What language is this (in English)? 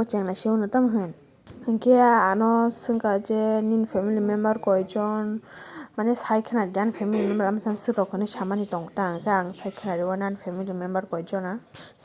Kok Borok